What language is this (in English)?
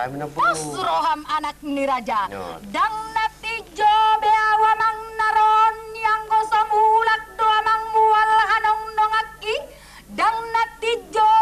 Batak Toba